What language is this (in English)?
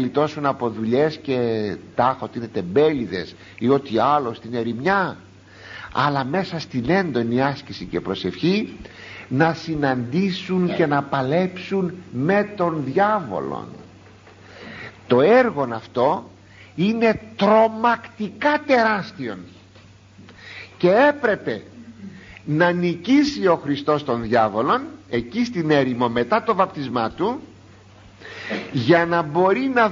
Greek